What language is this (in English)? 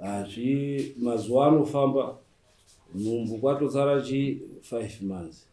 Shona